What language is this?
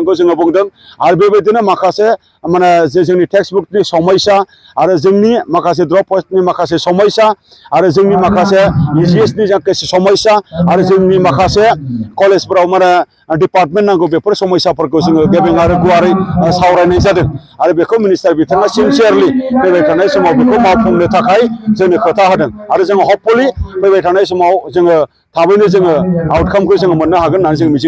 Bodo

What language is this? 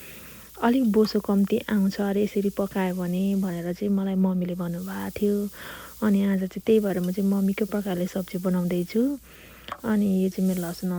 Nepali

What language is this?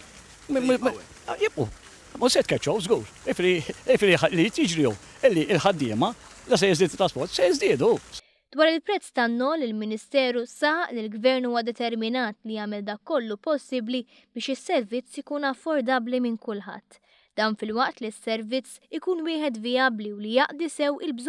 Maltese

